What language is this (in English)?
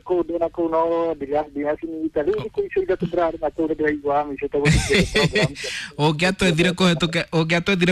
Kikuyu